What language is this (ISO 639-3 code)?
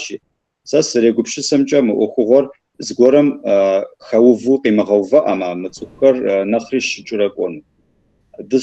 kbd